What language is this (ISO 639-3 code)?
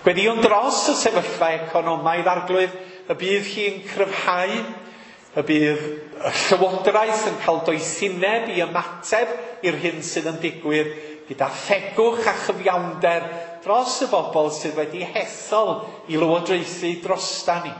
cym